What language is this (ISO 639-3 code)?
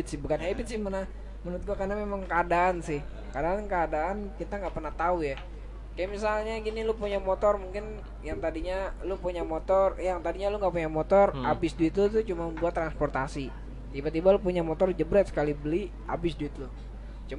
ind